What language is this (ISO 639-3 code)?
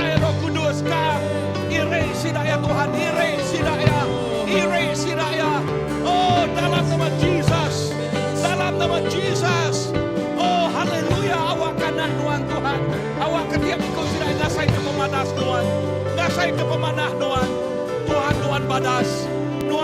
iba